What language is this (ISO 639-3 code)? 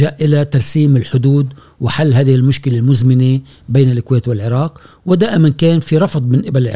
afb